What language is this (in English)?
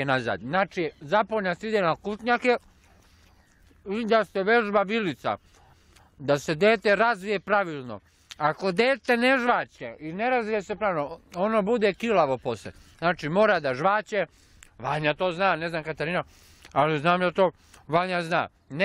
Serbian